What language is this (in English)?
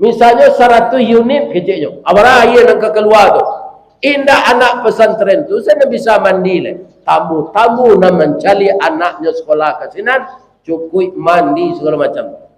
Minangkabau